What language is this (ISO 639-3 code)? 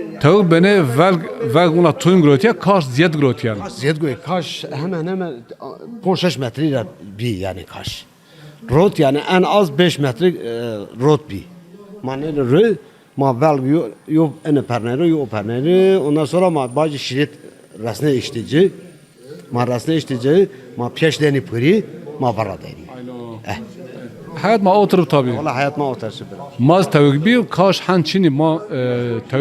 zza